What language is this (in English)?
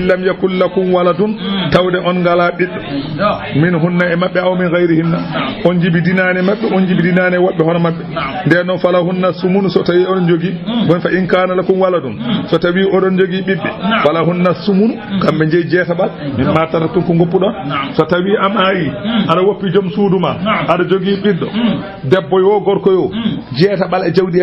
Fula